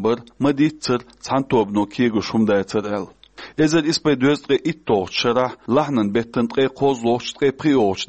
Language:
Chechen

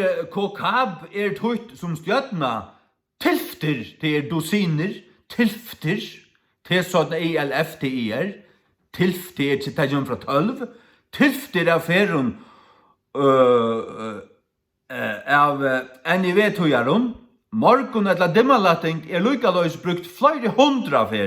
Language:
Faroese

